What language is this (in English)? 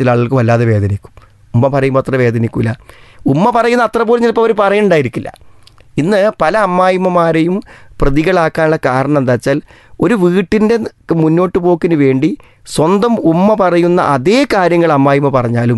Malayalam